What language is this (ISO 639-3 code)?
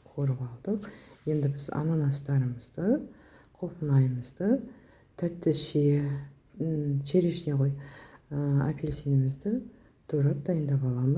kaz